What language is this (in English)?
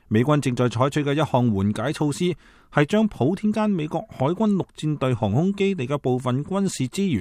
Cantonese